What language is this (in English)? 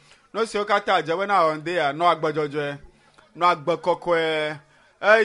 Ewe